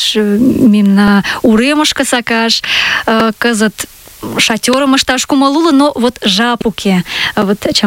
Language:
Mari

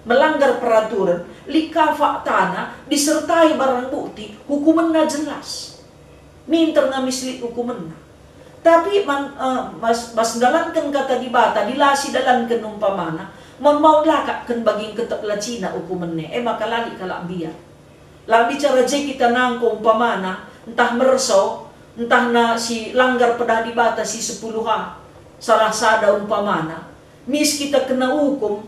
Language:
Batak Karo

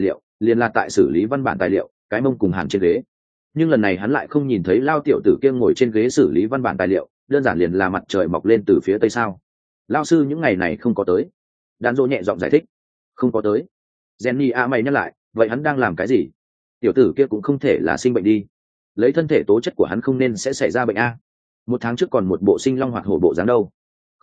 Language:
Vietnamese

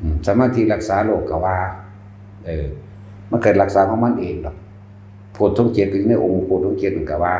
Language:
Northeastern Thai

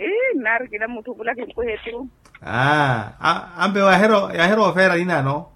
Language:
Makhuwa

